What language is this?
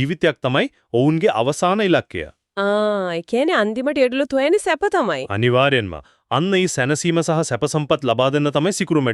Sinhala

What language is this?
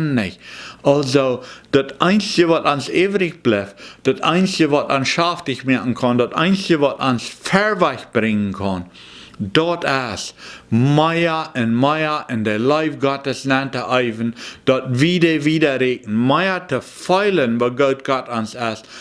Plautdietsch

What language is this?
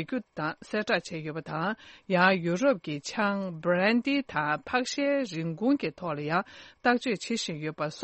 Tibetan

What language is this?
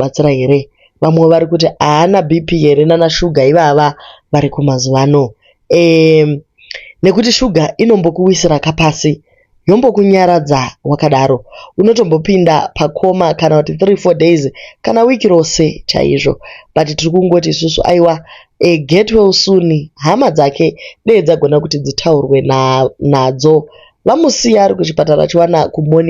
Shona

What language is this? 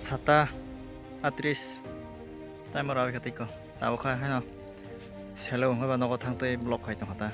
Kok Borok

